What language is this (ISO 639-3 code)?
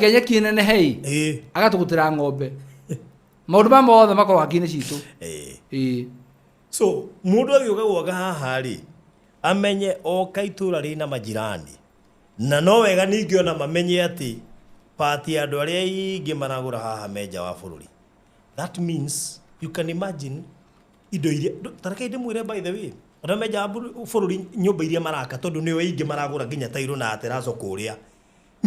kik